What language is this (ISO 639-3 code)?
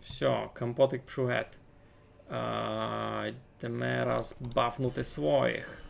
rue